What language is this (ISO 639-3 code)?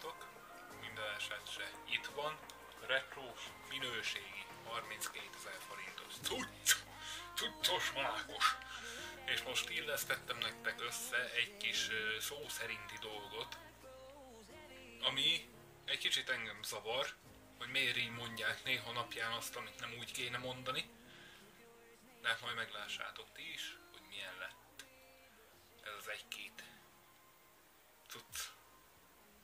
hun